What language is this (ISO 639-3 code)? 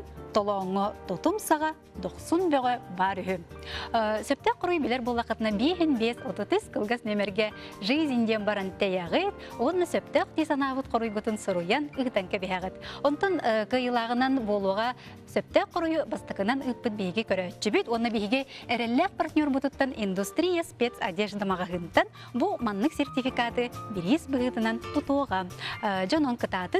sah